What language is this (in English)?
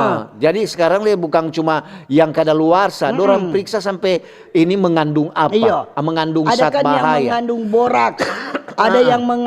Manado Malay